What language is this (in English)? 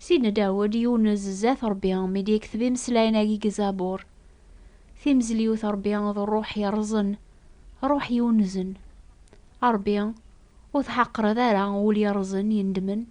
Kabyle